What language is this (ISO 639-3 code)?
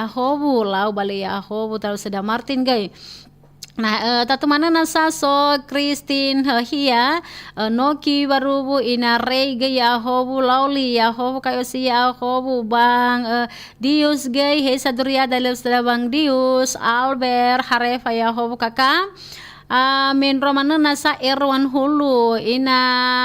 nia